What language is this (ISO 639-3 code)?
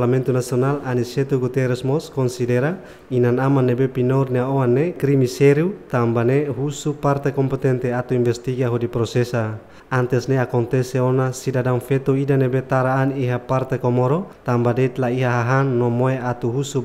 tet